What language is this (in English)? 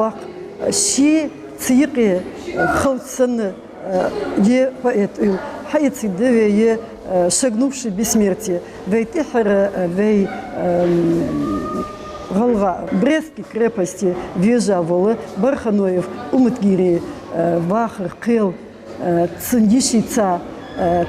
Ingush